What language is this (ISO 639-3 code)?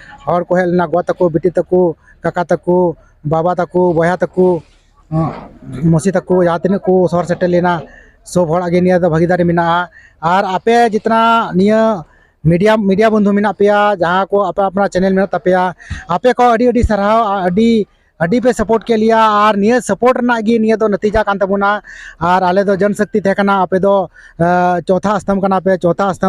sat